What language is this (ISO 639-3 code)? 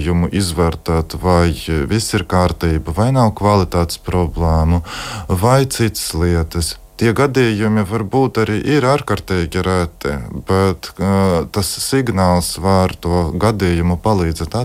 lav